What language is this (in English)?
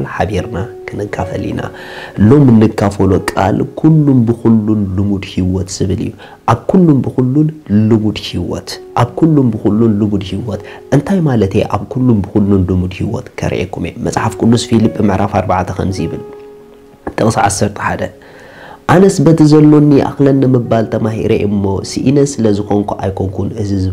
Tigrinya